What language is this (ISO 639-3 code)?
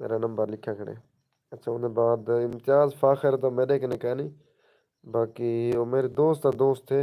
skr